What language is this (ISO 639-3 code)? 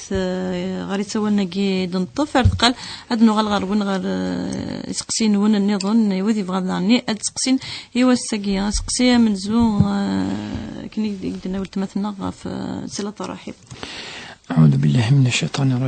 kab